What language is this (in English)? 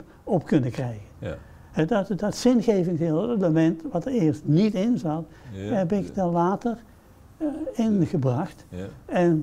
Dutch